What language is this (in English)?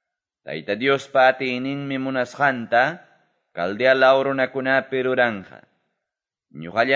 Quechua